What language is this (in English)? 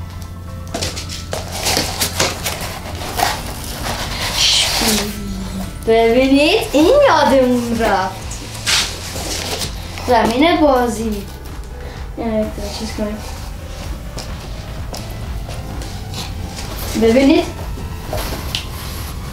Persian